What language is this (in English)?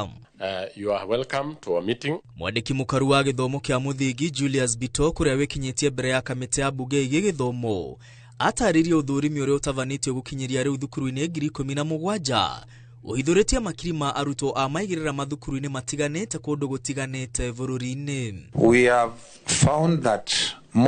Kikuyu